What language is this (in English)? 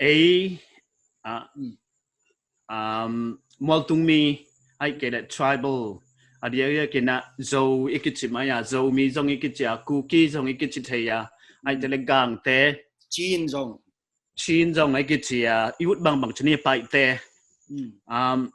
Paite Chin